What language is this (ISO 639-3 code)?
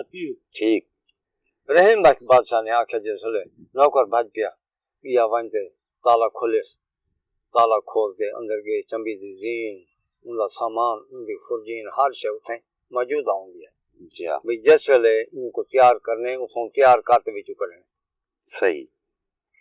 skr